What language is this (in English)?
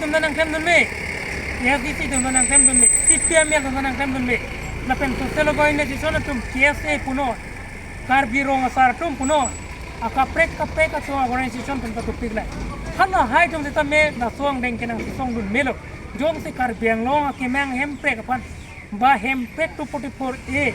Karbi